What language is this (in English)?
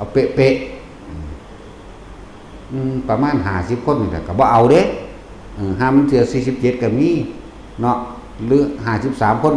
Northeastern Thai